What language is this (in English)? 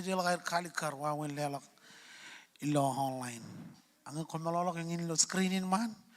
Marshallese